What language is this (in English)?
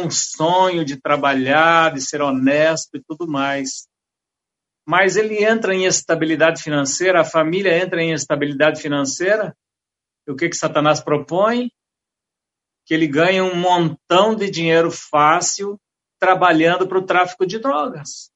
Portuguese